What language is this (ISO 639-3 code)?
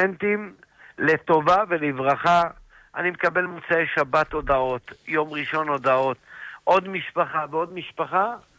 heb